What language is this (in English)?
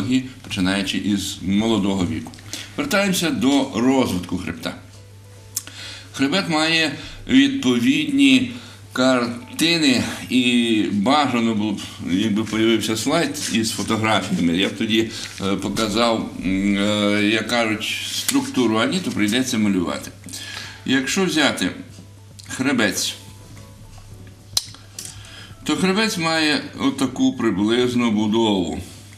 Ukrainian